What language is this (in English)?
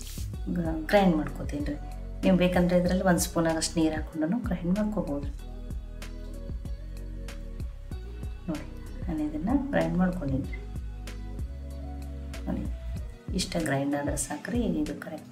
Kannada